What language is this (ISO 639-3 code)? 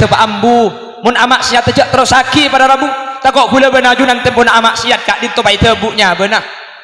mad